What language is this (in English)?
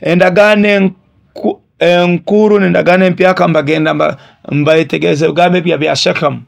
Nyoro